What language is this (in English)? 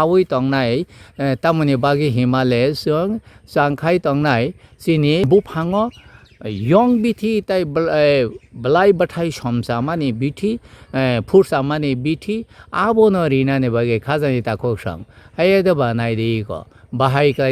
Kok Borok